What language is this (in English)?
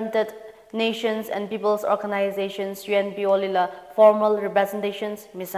Tangkhul Naga (India)